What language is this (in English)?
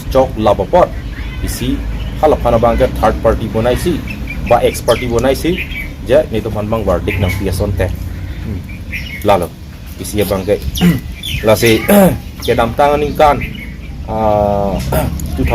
Karbi